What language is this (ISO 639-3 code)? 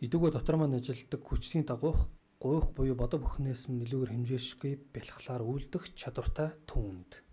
mon